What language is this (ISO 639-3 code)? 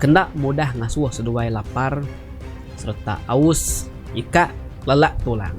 iba